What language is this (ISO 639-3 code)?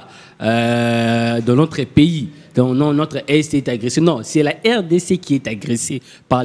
fra